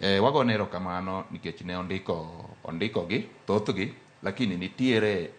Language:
Luo (Kenya and Tanzania)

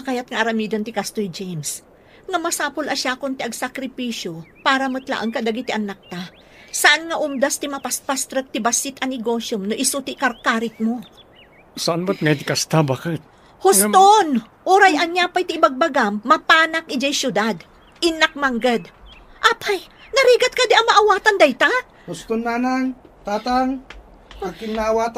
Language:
Iloko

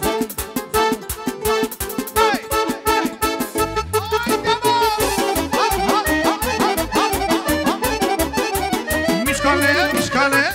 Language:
Romanian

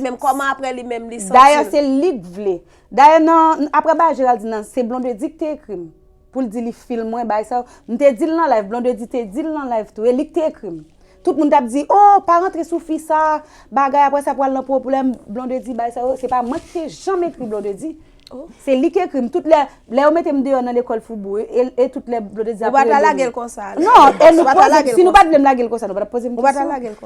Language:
Haitian Creole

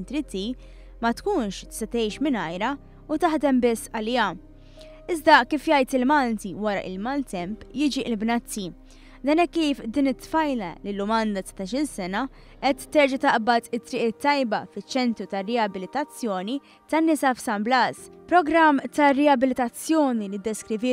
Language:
Maltese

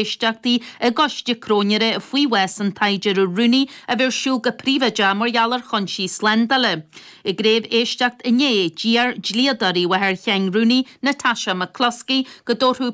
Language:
Irish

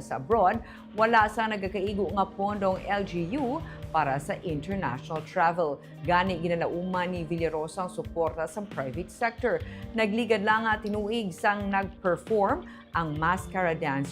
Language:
Hiligaynon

